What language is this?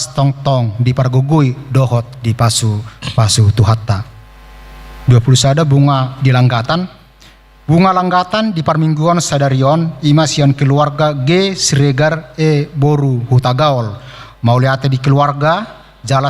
Batak Toba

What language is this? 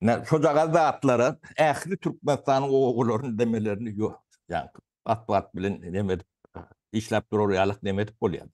Turkmen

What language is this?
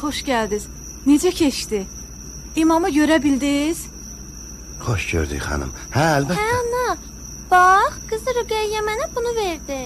Azerbaijani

